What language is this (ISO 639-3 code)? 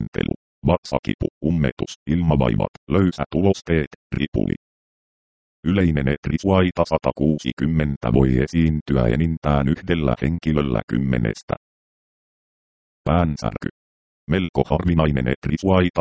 fin